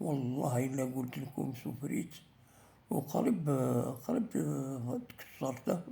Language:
Algerian Arabic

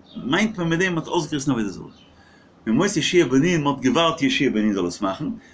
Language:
Yiddish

